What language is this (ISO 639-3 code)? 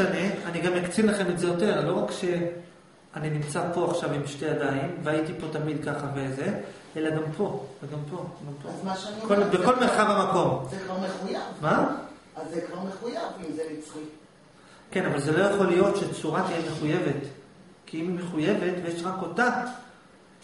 heb